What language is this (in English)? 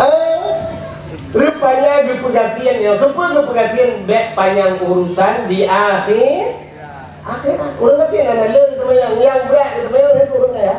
Achinese